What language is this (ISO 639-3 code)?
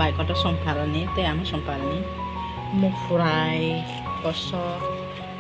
trp